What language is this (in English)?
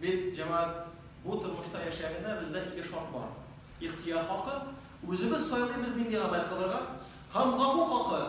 Tatar